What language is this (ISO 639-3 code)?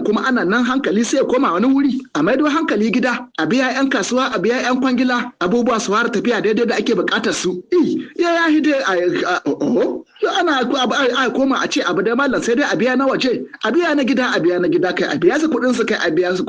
hau